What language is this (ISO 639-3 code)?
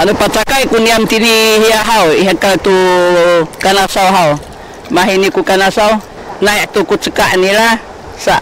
szy